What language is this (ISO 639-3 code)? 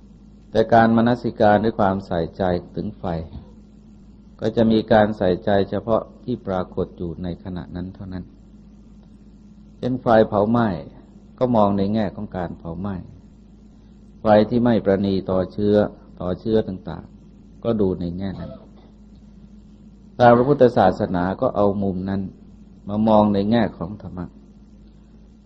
tha